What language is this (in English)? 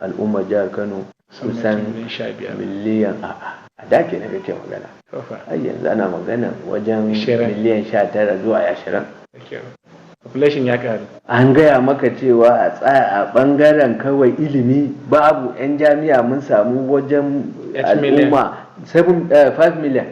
Hausa